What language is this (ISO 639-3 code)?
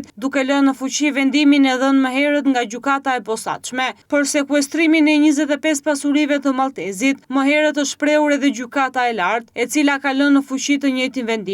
sqi